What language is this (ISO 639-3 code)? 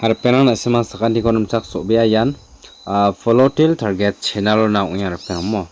grt